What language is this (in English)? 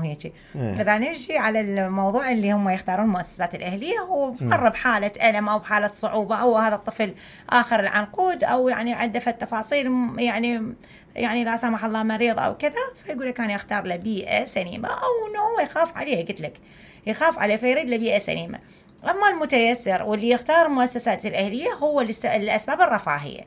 Mesopotamian Arabic